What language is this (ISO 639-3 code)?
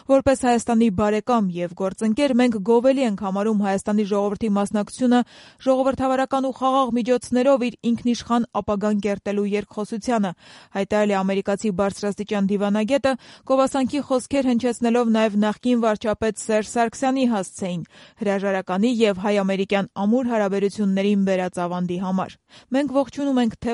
hye